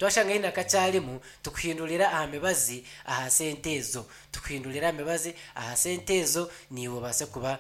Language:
Nyankole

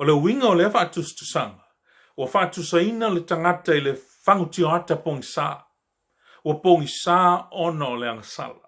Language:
Samoan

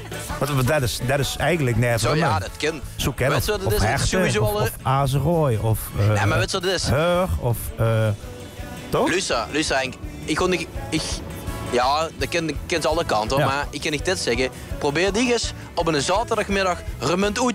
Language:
Limburgish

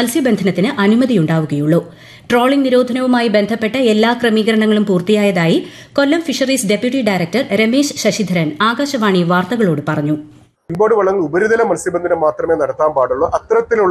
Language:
Malayalam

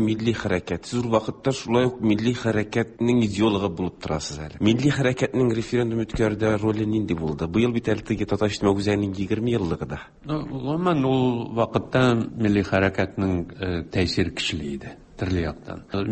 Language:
Tatar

